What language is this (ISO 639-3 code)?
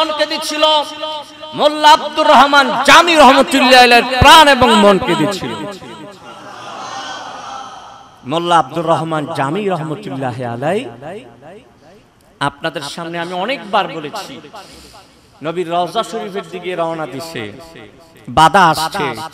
ben